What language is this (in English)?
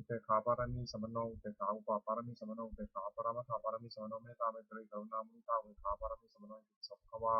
Pali